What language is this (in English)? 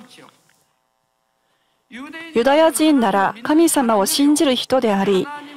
Japanese